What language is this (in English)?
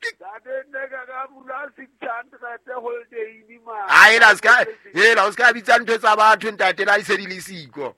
Southern Sotho